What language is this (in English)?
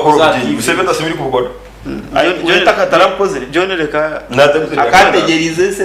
Nyankole